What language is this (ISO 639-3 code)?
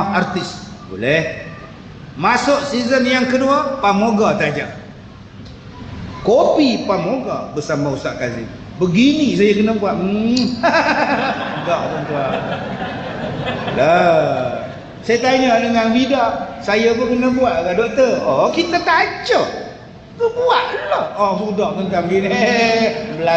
msa